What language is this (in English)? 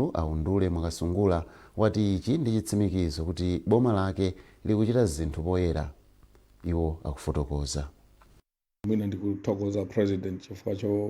Nyanja